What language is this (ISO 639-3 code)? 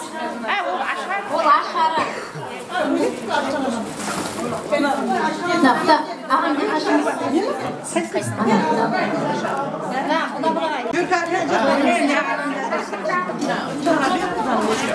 kaz